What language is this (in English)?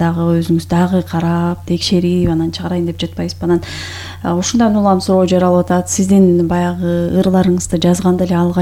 Kyrgyz